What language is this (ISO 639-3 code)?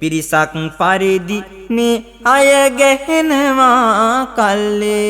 sin